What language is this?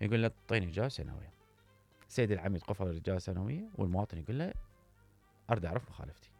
Mesopotamian Arabic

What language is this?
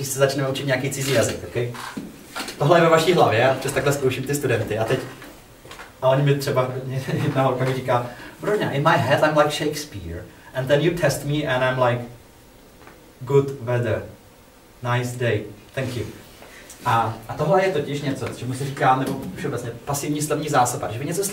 Czech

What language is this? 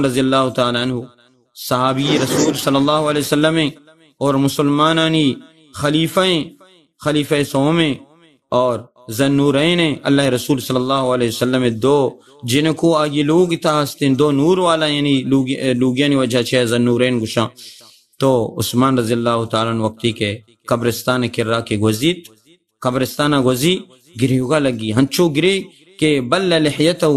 Baluchi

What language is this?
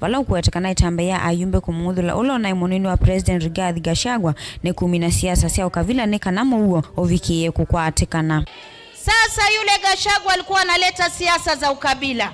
Kamba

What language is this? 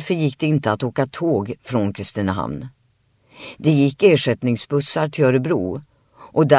Swedish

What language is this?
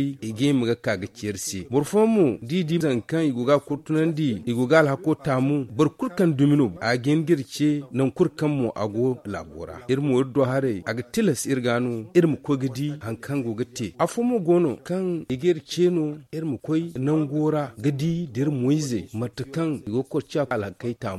Zarma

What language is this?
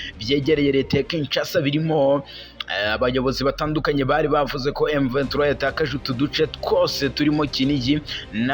Kinyarwanda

